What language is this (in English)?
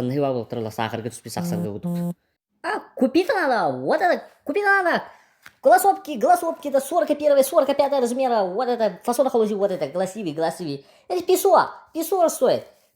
Yakut